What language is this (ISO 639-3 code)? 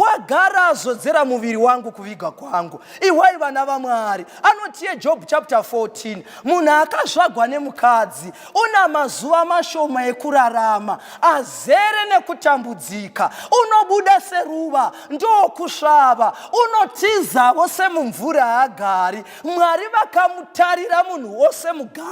sna